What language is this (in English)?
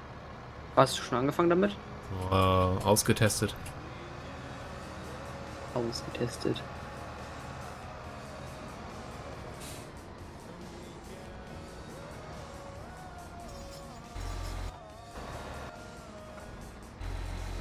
German